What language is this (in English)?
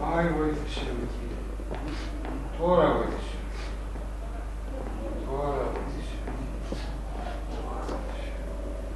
Greek